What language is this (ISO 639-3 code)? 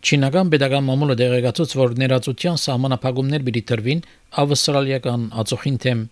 hye